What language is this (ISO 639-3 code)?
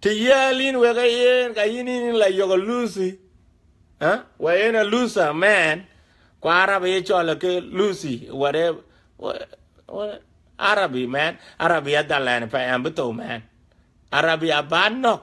din